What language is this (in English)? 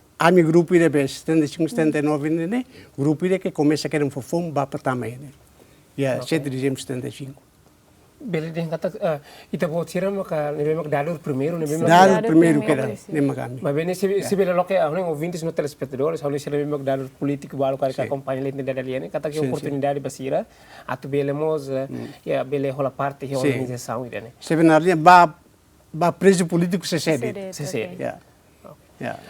Tetum